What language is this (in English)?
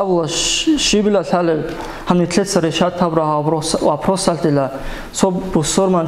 Avaric